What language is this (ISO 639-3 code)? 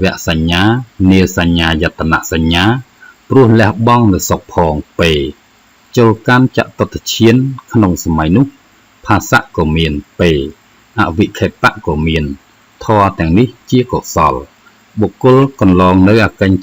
khm